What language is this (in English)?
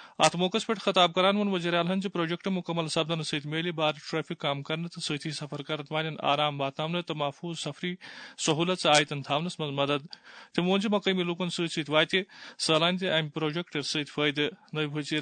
Kashmiri